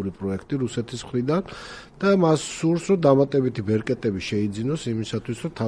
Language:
Georgian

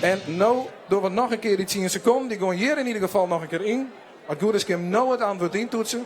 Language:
Western Frisian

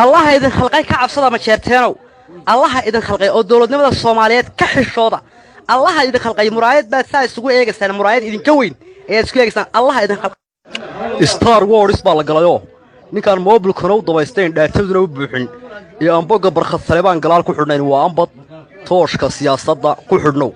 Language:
Somali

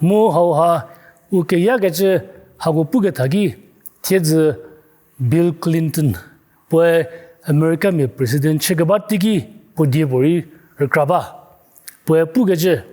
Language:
Angami Naga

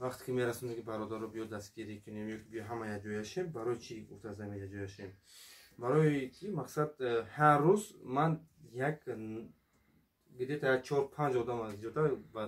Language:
Tajik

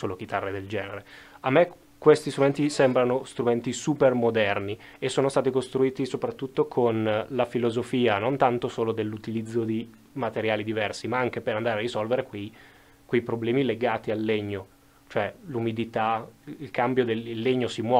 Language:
Italian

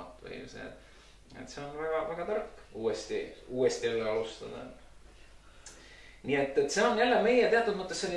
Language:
Estonian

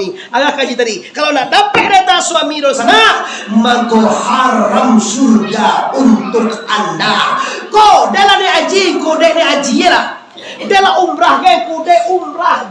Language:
Minangkabau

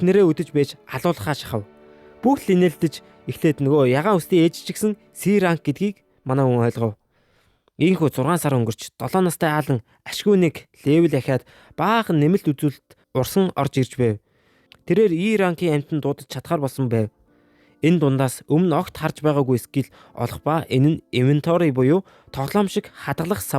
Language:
Mongolian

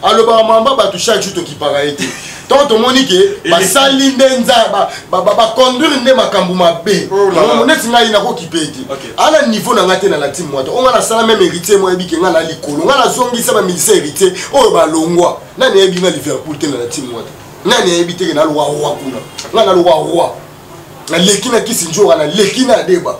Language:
Lingala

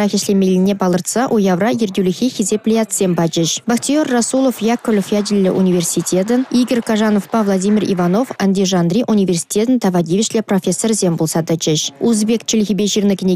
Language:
Chuvash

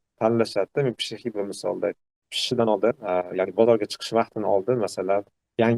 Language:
Uzbek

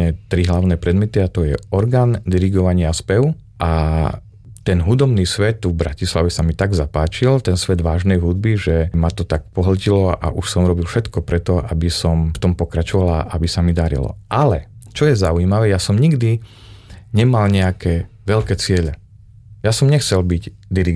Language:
Slovak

